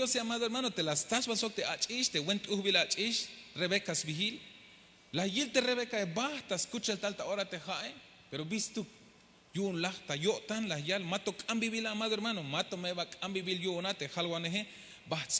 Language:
Tzeltal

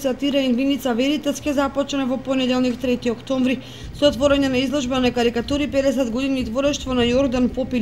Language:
Macedonian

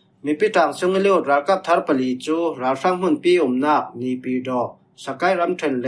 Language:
Falam Chin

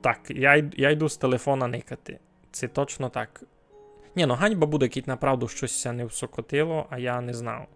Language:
Rusyn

